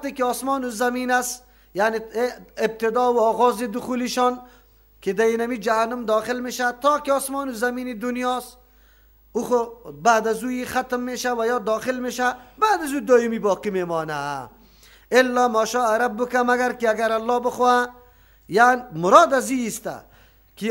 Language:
Persian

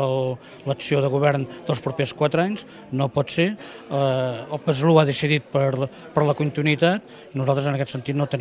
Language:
Catalan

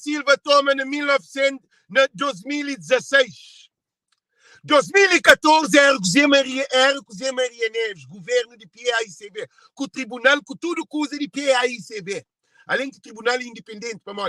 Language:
Kabuverdianu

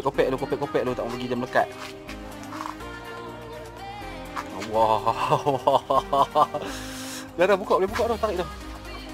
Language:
Malay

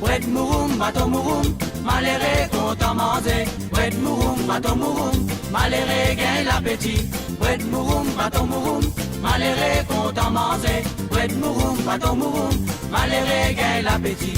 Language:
Morisyen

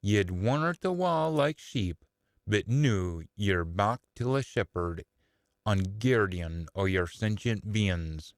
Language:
Scots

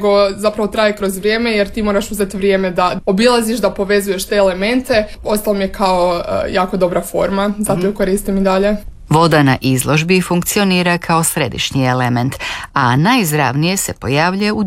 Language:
Croatian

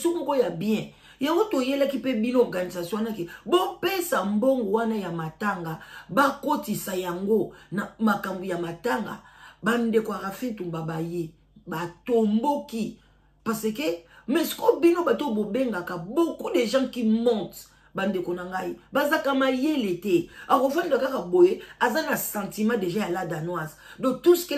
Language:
Lingala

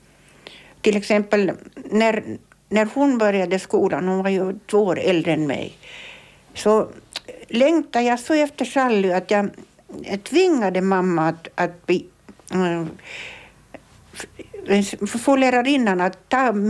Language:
Swedish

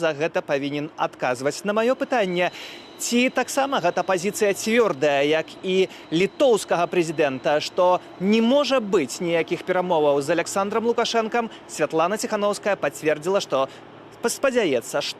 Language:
Belarusian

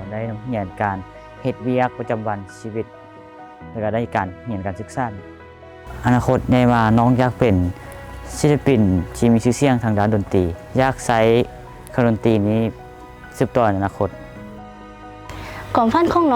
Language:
Lao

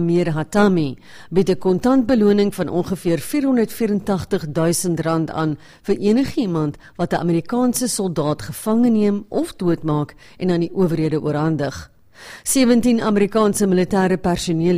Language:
Afrikaans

